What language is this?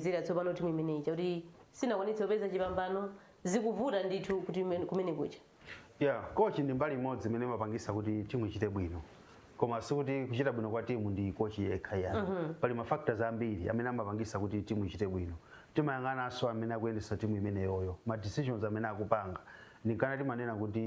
Nyanja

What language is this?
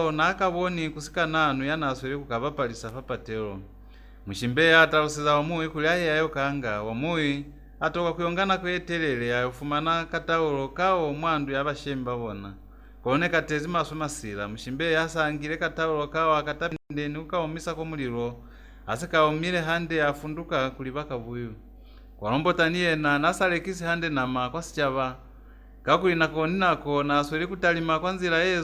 Lozi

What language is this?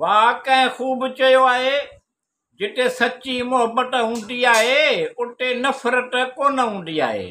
Sindhi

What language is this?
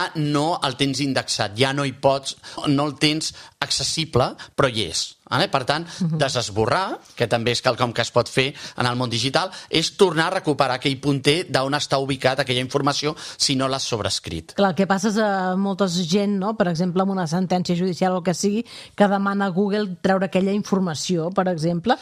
Catalan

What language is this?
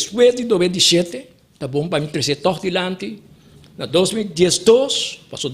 Papiamento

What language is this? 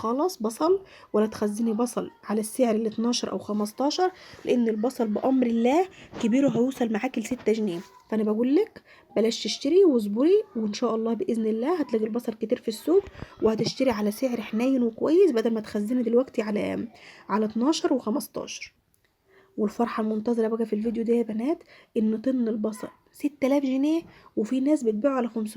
Egyptian Arabic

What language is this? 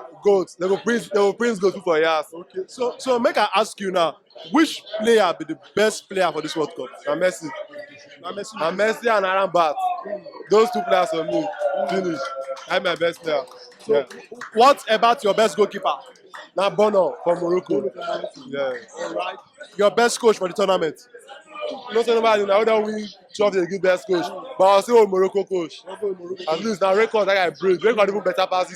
Nigerian Pidgin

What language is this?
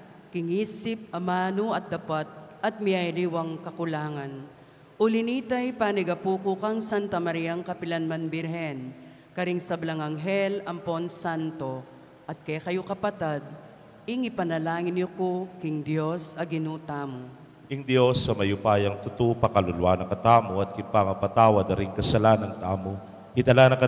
Pampanga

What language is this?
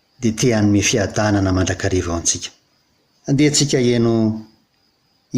Malagasy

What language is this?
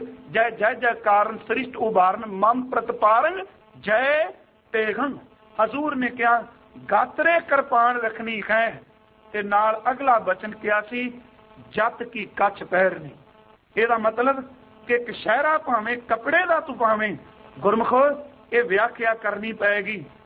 Punjabi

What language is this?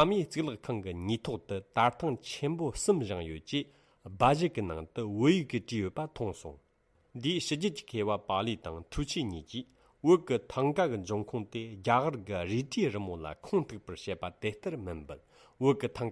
Tibetan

